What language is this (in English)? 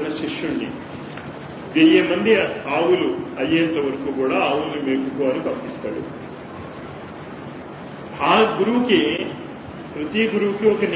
Telugu